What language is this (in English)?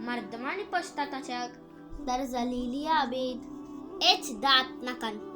Baluchi